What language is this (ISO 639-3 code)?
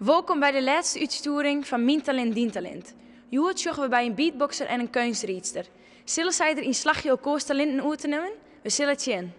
fry